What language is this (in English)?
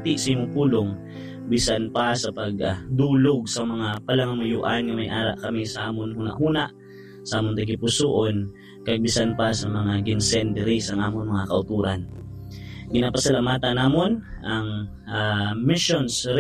Hiligaynon